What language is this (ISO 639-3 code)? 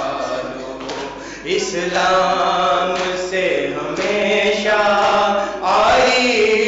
urd